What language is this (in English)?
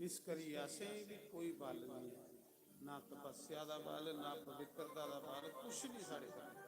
Dogri